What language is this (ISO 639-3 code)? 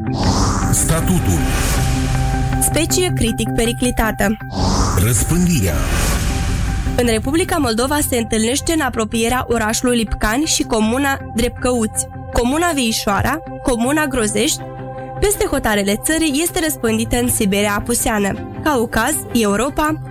ron